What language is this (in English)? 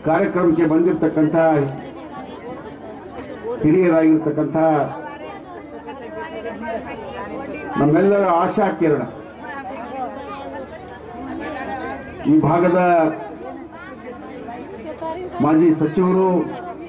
Kannada